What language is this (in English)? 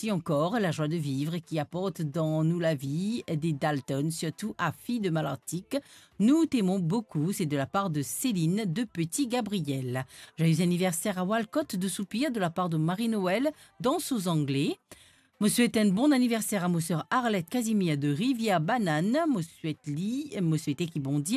Morisyen